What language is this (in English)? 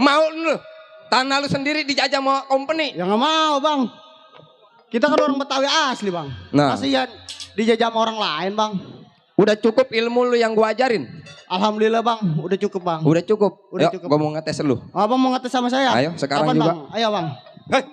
Betawi